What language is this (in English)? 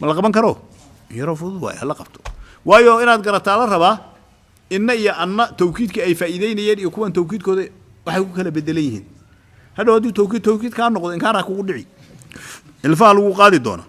Somali